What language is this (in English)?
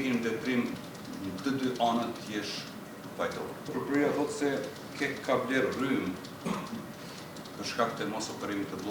Albanian